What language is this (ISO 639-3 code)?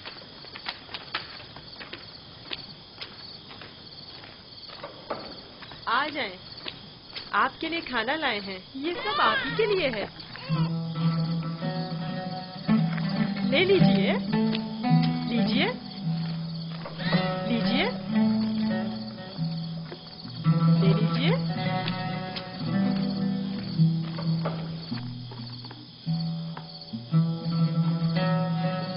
urd